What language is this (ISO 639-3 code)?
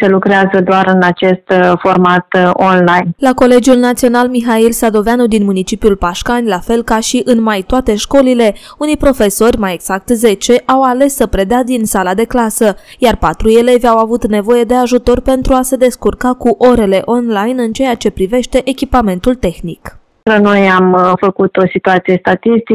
ron